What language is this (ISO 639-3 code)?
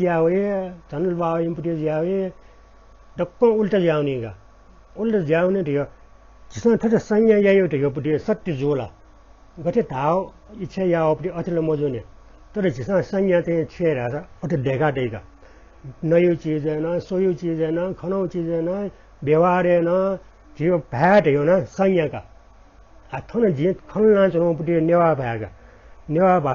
new